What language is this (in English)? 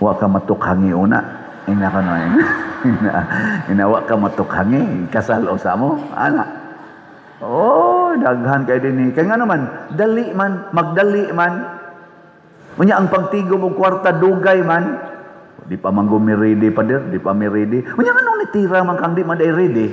Cebuano